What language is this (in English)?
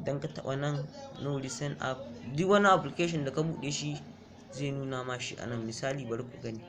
Hausa